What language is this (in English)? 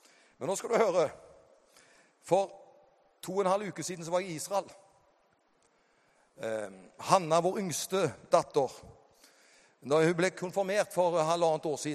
Norwegian